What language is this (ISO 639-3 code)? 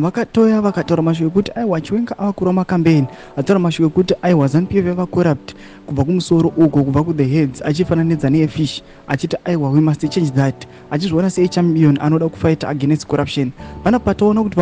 sna